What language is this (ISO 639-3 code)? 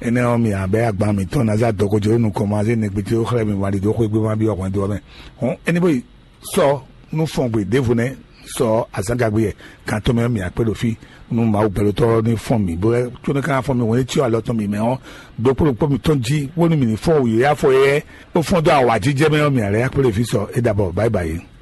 fon